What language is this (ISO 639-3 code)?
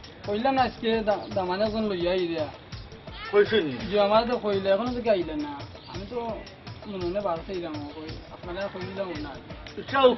syl